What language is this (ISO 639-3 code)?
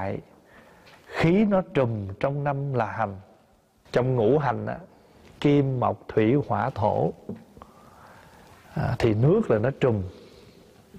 vie